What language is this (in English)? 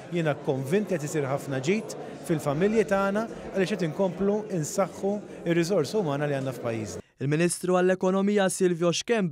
Maltese